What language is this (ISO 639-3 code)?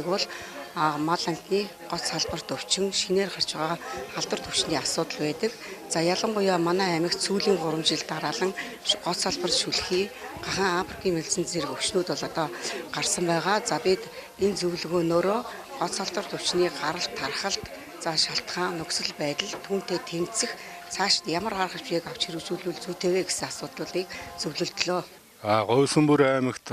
mon